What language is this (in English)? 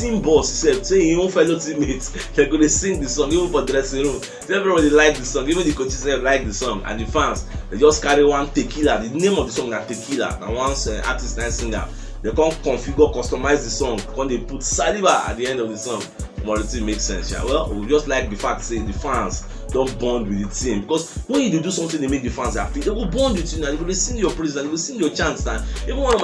Nigerian Pidgin